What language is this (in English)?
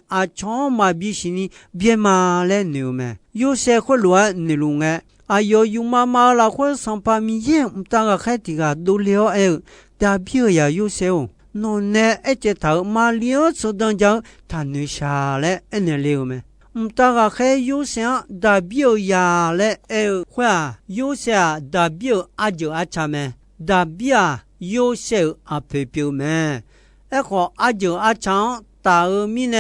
Akha